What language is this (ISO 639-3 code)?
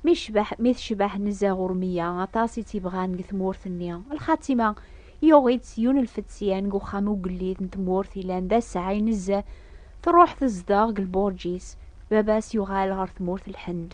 kab